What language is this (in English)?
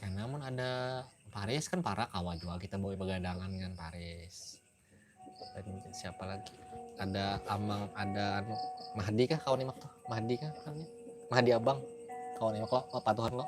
Banjar